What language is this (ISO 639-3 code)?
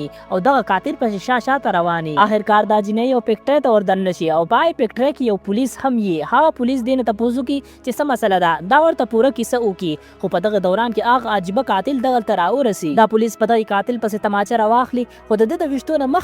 pus